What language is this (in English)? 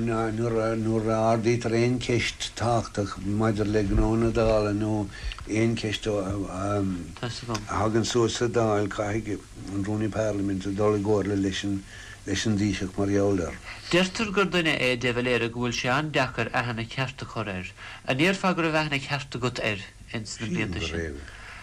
Irish